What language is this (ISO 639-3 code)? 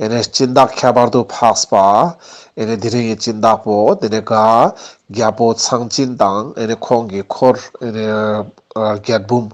lbj